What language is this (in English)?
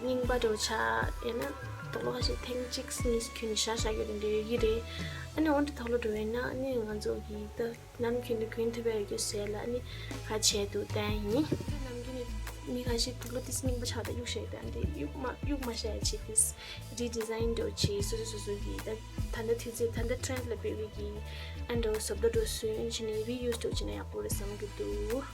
Tibetan